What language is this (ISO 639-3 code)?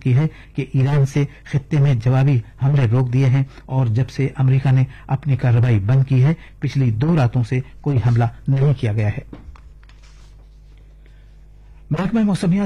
urd